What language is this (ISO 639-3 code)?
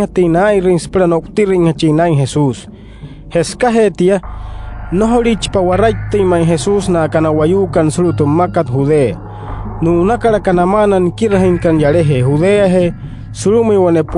guc